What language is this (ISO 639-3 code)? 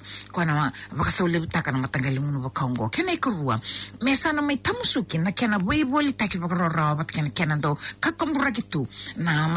fij